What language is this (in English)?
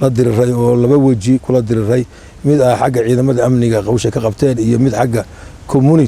Somali